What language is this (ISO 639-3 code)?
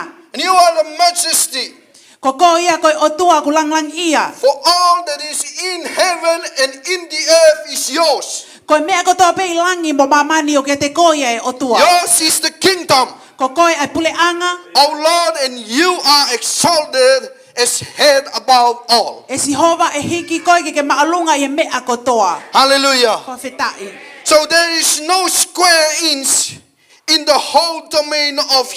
ton